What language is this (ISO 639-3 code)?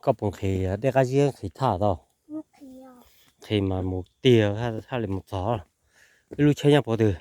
hmn